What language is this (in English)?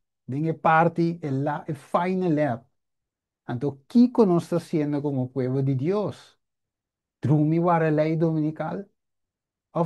Papiamento